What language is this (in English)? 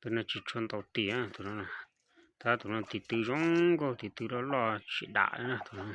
Hmong